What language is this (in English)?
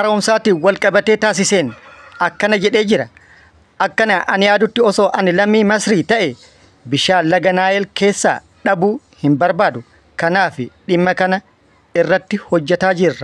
Oromo